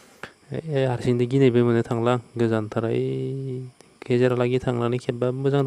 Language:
Bodo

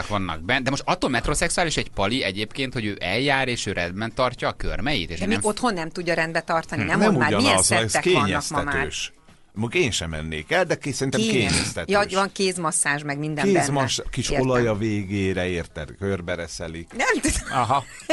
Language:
Hungarian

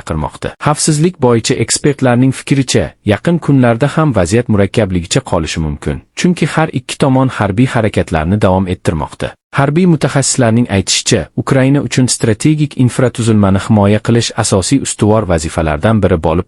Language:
Uzbek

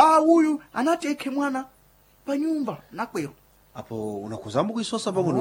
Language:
Sena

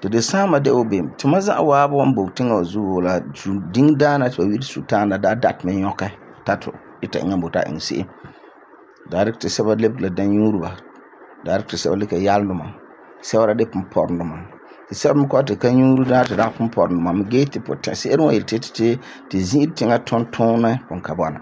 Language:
Frafra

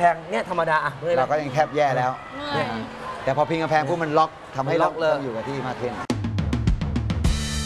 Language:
Thai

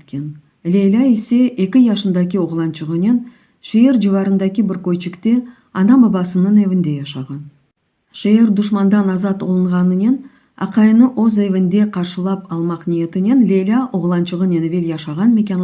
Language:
Crimean Tatar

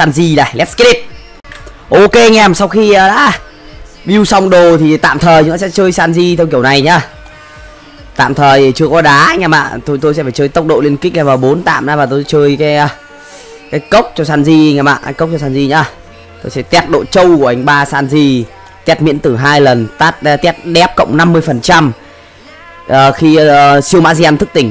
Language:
Vietnamese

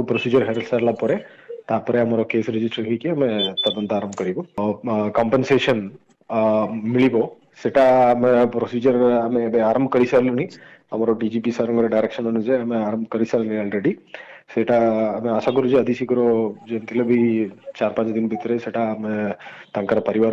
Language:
Odia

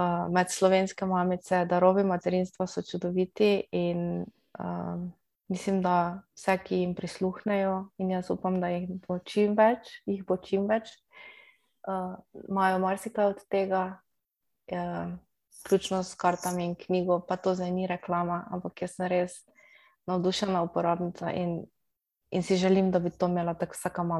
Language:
Slovenian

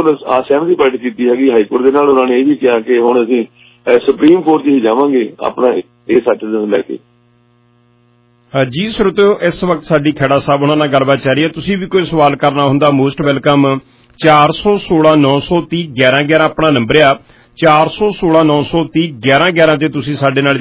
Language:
Punjabi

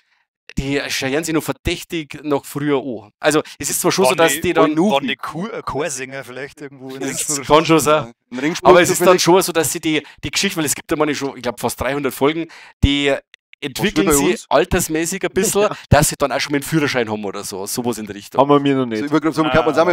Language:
Bavarian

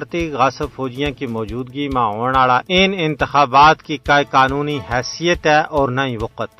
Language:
Gujari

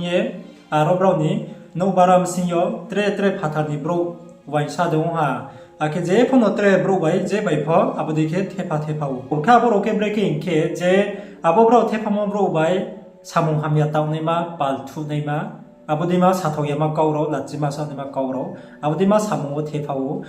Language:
Riang (India)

